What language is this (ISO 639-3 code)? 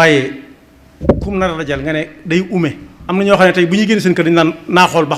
wol